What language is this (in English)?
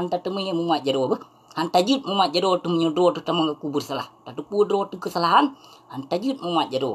Achinese